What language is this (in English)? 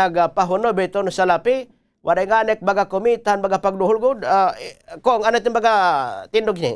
Waray